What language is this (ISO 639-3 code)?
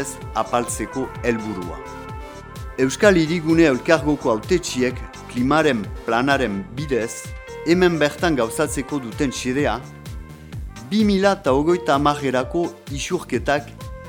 eus